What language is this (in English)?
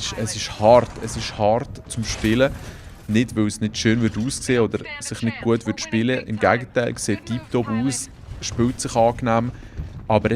Swiss German